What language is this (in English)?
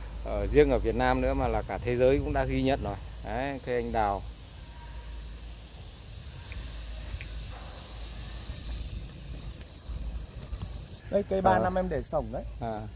Vietnamese